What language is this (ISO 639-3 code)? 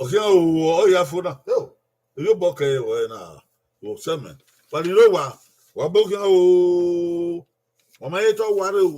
bin